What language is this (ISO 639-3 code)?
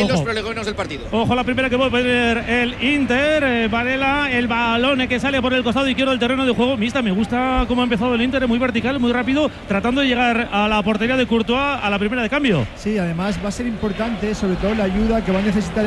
spa